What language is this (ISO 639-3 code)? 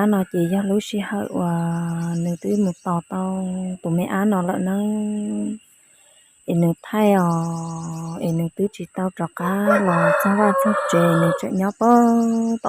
hmn